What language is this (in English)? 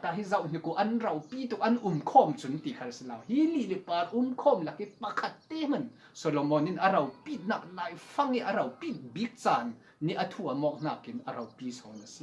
Falam Chin